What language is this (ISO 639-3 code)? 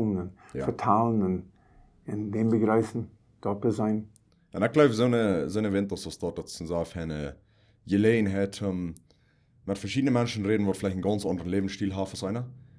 pdt